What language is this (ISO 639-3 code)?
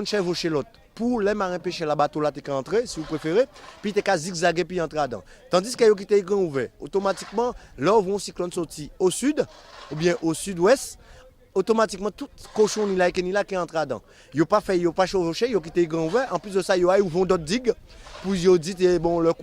gcf